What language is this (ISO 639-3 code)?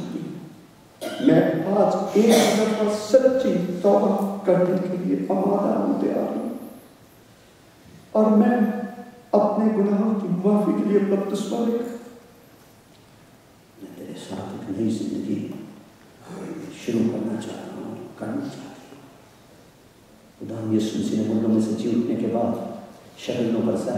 urd